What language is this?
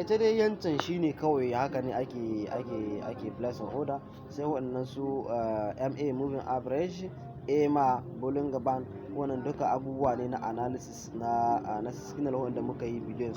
Hausa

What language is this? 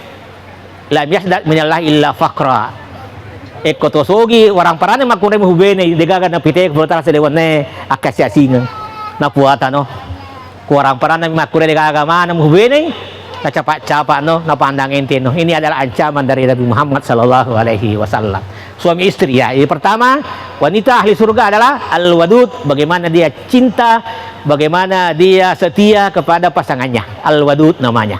Buginese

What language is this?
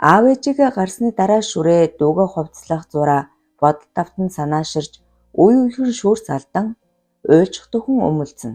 Mongolian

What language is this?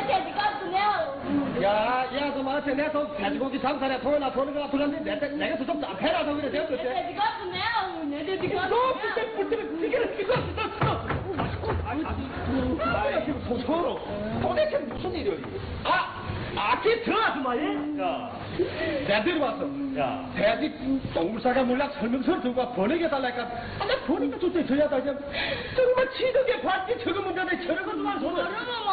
Korean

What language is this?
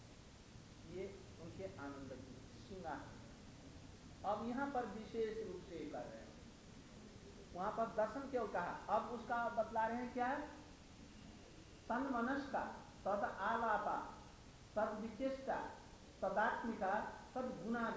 Hindi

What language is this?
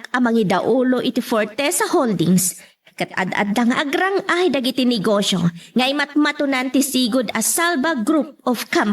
Iloko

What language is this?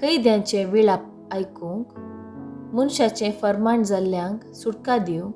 Konkani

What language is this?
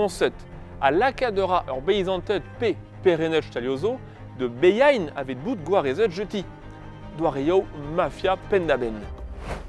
Breton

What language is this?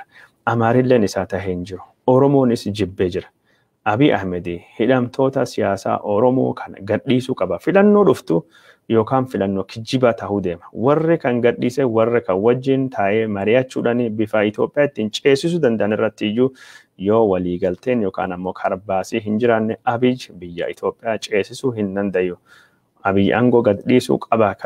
Oromo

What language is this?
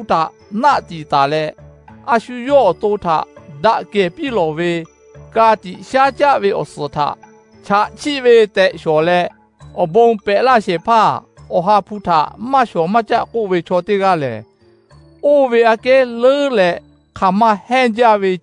Lahu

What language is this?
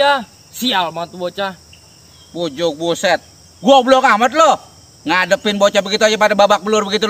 Betawi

